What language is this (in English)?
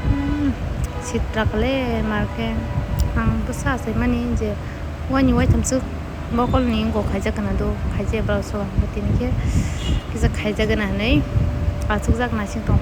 Kok Borok